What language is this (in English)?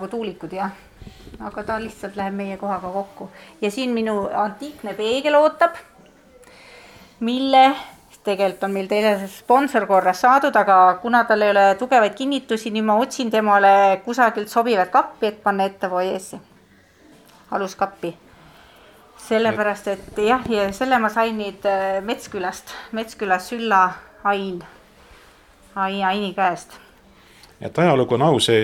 Estonian